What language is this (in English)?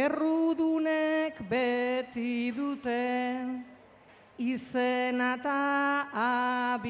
Basque